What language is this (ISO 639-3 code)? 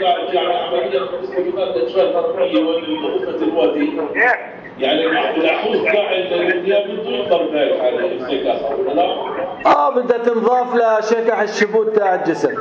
apc